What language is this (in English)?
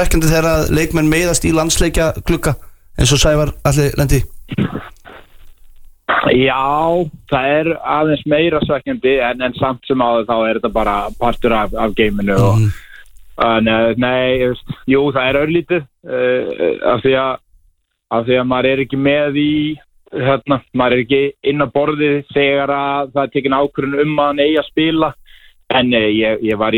Icelandic